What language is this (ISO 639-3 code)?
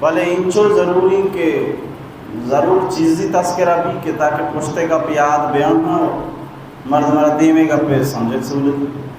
bal